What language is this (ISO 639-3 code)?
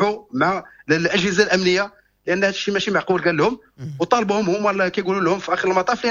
ary